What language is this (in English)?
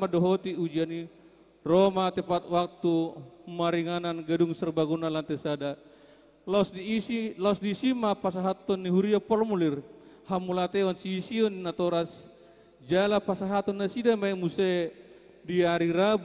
Batak Toba